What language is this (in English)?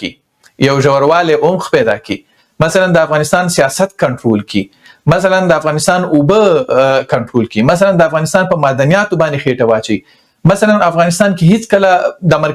Pashto